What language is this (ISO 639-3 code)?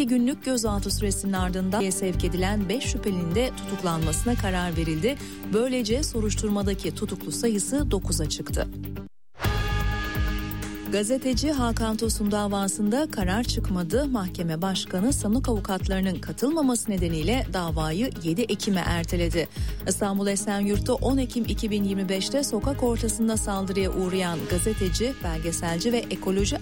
tur